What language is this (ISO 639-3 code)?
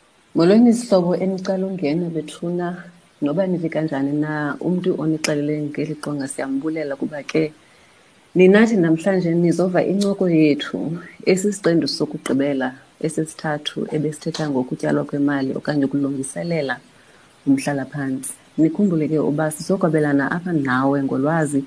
xho